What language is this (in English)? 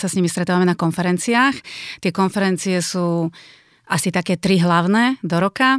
Slovak